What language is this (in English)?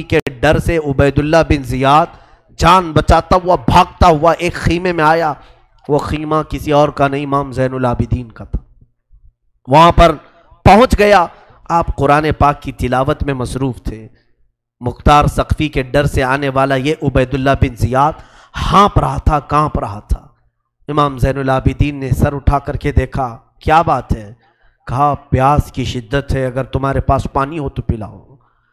Urdu